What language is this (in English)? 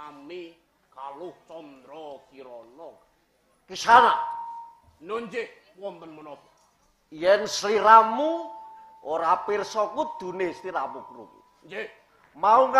Javanese